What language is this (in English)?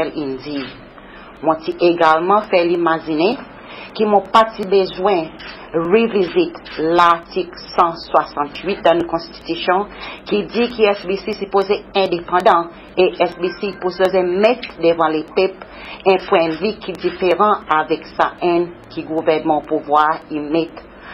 Seselwa Creole French